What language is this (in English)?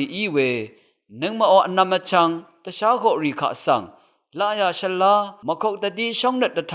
Rawang